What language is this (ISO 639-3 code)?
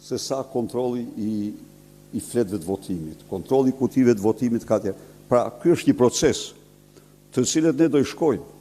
sqi